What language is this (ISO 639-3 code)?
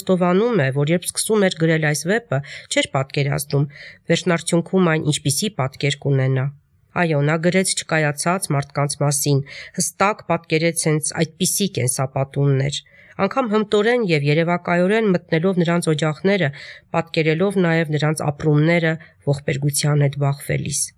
hye